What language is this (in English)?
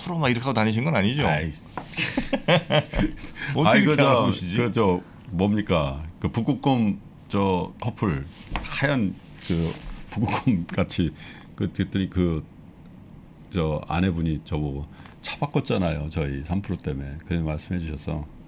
Korean